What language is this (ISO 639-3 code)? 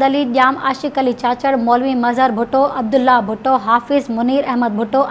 snd